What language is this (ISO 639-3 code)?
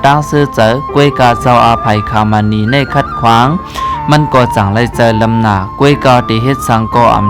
shn